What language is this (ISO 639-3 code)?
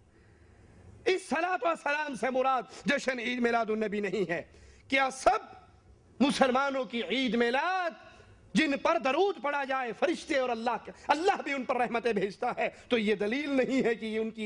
urd